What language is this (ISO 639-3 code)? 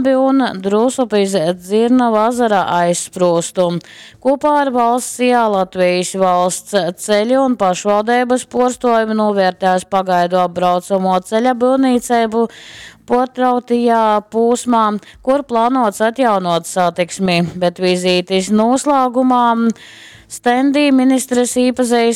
ltg